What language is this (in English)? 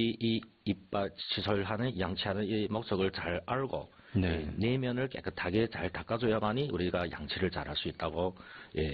Korean